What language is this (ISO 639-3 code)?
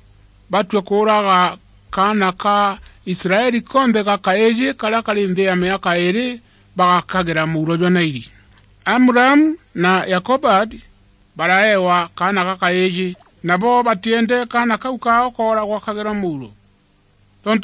mer